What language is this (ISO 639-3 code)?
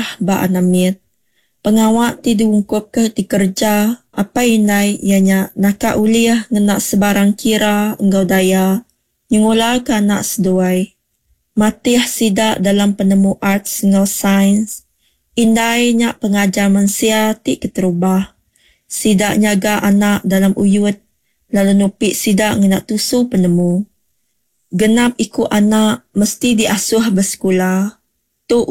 iba